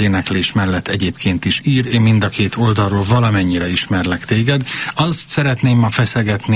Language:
Hungarian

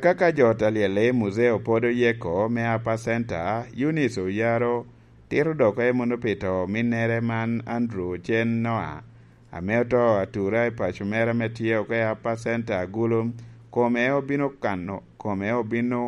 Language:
Lango (Uganda)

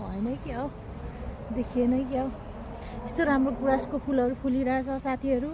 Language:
Nepali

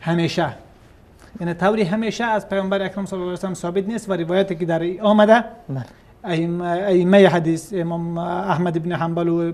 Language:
Persian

